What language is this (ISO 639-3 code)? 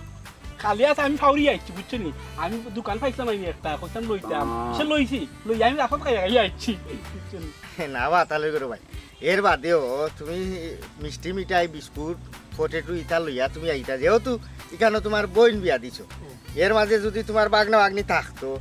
syl